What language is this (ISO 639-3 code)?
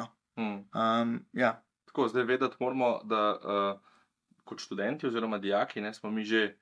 slv